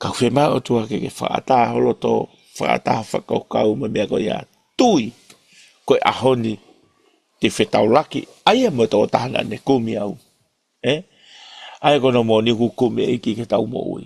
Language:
Tongan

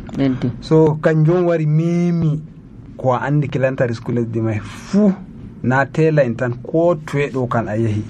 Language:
Nigerian Fulfulde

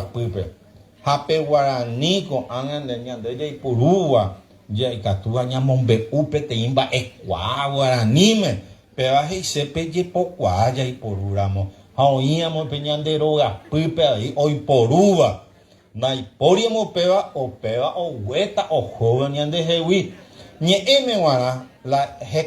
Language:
Guarani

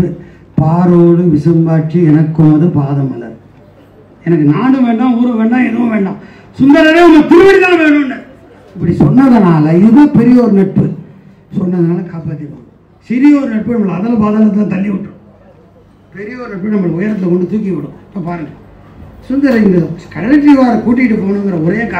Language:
Tamil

